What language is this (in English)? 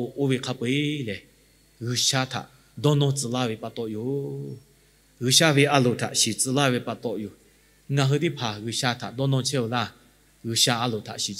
Lahu